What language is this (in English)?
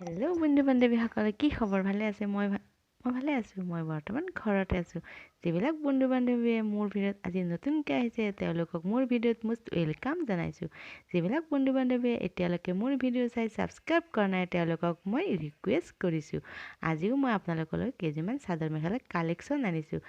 Assamese